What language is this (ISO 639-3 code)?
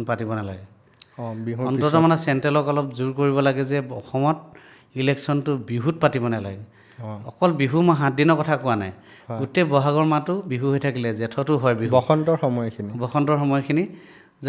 asm